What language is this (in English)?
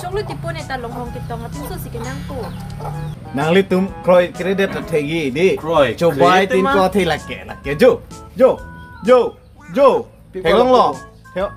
Karbi